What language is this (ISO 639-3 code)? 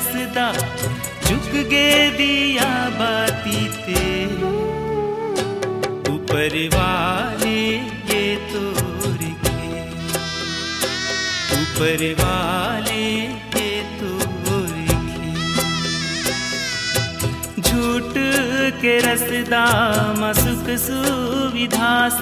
hne